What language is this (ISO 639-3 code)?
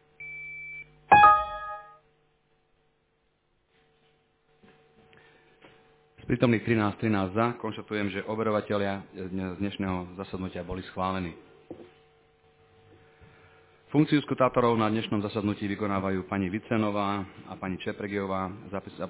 slk